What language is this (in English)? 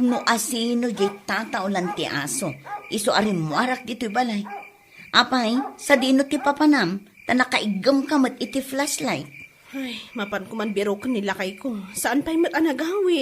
Iloko